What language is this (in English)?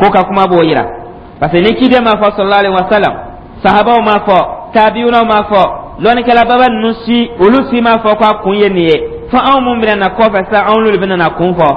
Dyula